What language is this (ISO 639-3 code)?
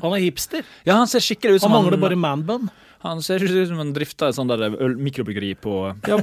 nor